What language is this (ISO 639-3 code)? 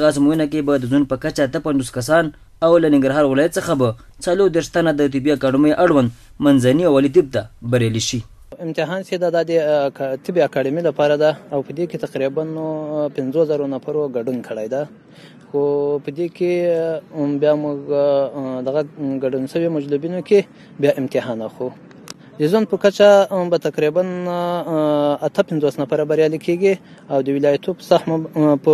pus